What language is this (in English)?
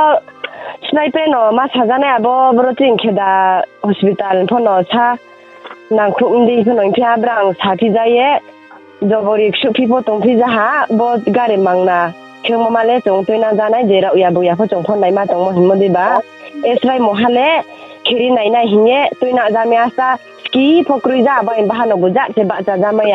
Riang (India)